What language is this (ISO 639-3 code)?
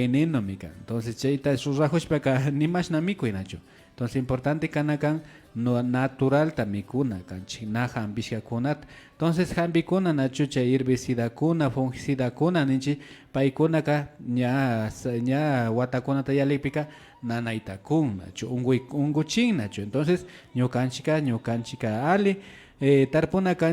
qvi